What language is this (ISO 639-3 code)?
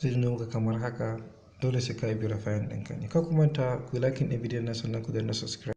hau